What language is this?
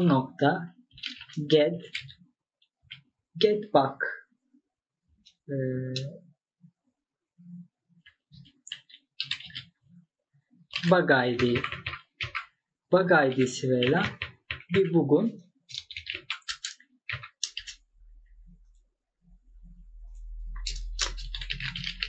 Turkish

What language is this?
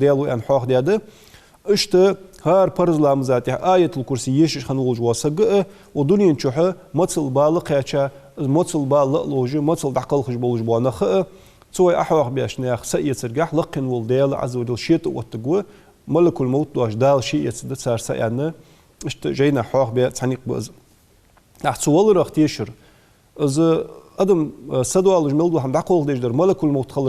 Ingush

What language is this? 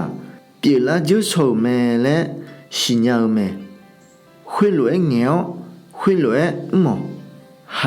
Akha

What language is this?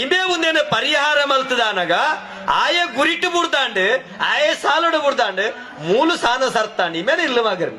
Tulu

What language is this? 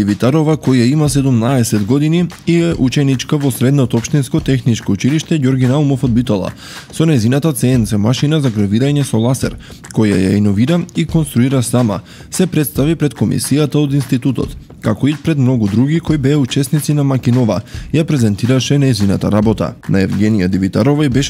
Macedonian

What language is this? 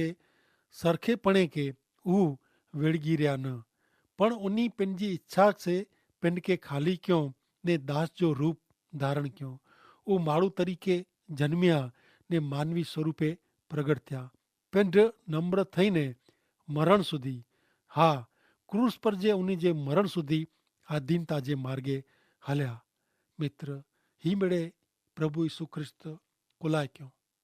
Kachhi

